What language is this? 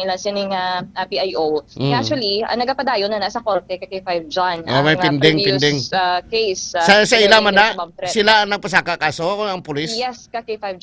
Hiligaynon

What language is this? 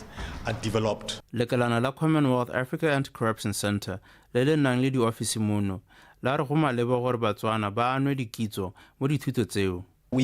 Tswana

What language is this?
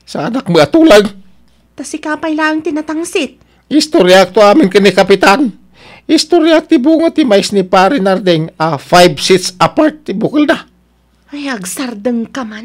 Iloko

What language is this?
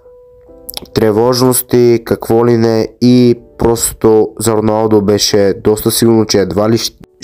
Bulgarian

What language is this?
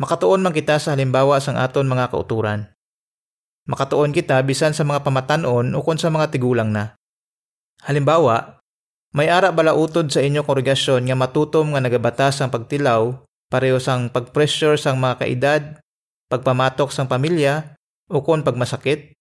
Hiligaynon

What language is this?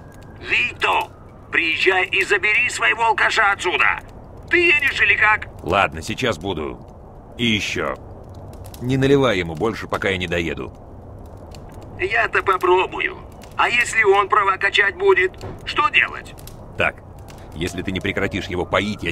Russian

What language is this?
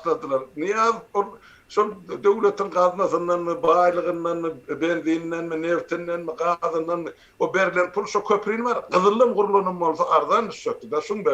Turkmen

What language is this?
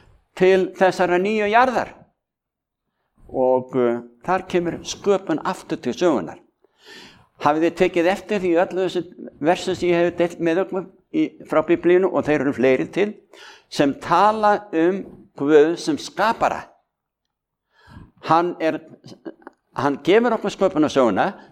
Icelandic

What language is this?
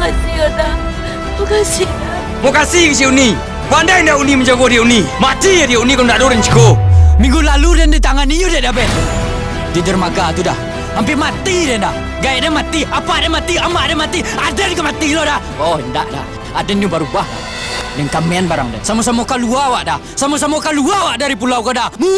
Minangkabau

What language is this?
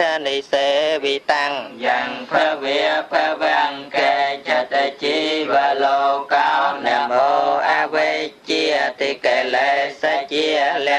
Khmer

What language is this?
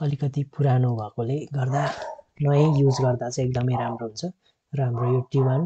Nepali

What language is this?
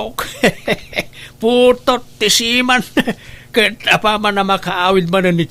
Iloko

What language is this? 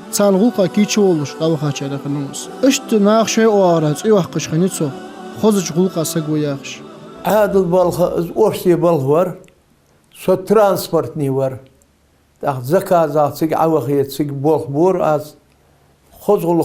Ingush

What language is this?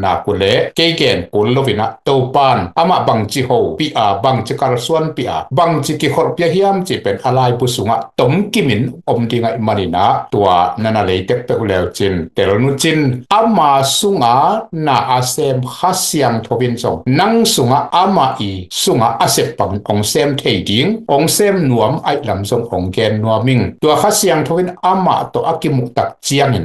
Tedim Chin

